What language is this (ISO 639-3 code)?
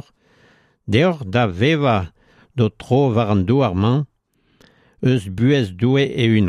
bre